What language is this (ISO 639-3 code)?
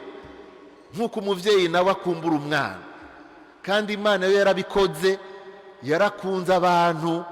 run